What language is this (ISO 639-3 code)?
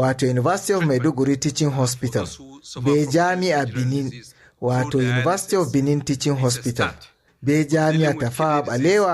ful